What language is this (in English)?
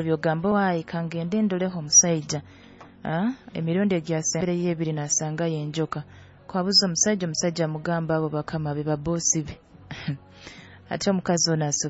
Nyoro